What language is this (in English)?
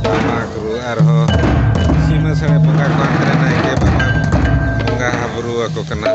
Santali